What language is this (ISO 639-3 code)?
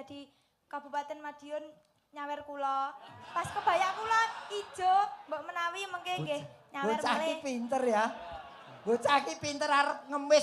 jav